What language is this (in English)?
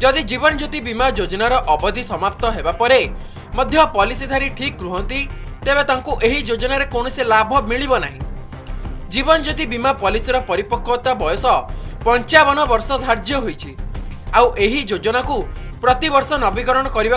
Odia